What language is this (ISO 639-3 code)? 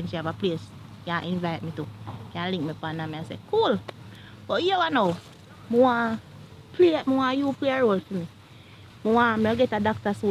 jam